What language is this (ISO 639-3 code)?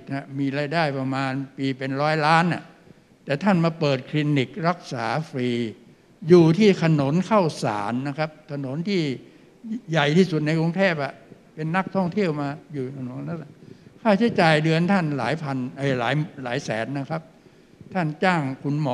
tha